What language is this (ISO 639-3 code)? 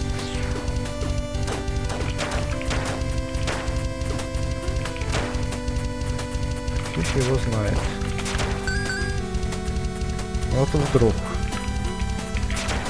rus